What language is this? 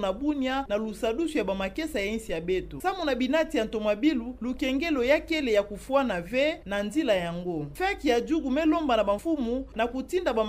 Kituba (Democratic Republic of Congo)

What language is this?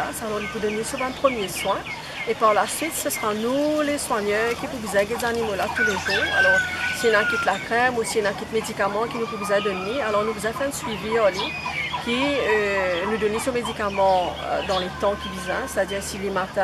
Morisyen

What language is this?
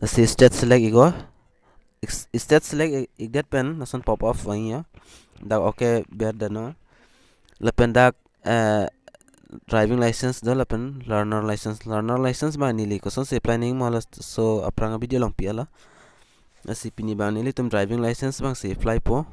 Karbi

